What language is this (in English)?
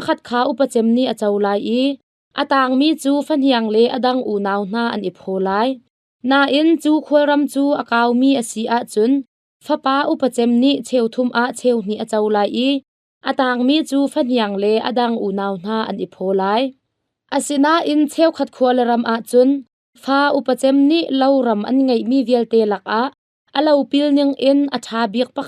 Hakha Chin